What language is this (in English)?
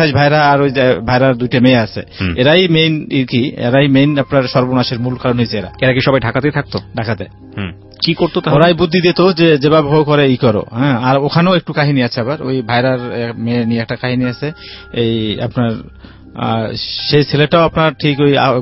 Bangla